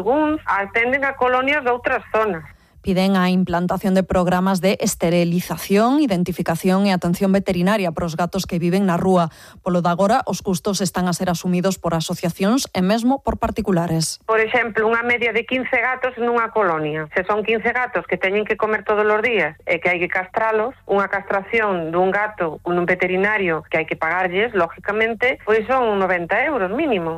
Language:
Galician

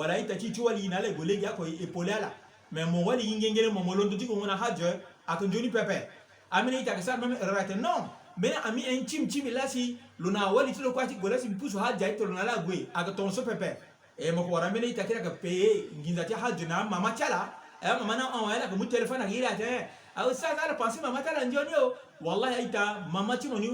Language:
Sango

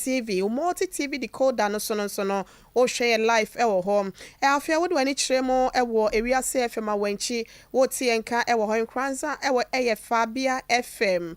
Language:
Akan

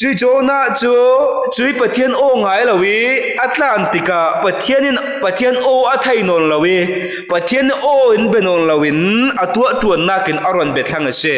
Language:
Falam Chin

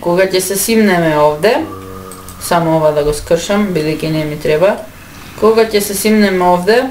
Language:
Macedonian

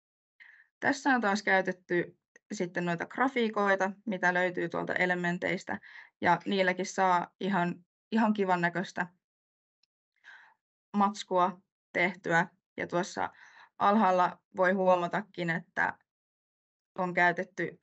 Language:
Finnish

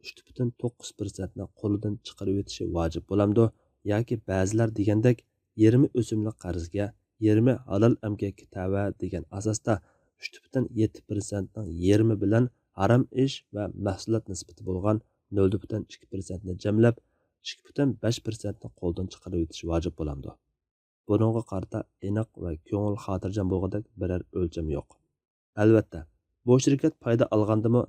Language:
Uyghur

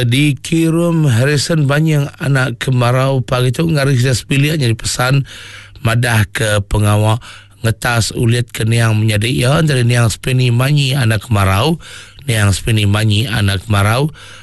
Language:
Iban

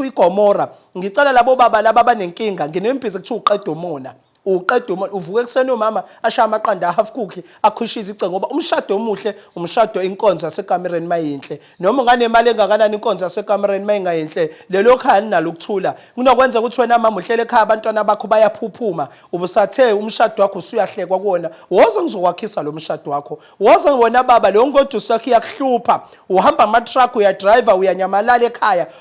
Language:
Zulu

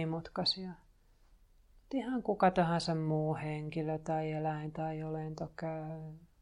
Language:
Finnish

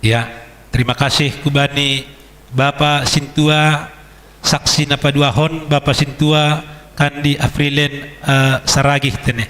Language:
Batak Simalungun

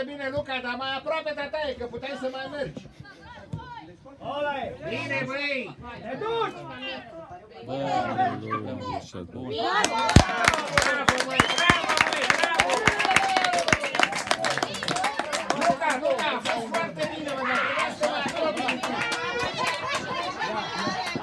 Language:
Romanian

